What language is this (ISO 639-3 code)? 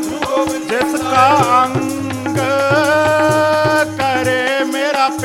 pan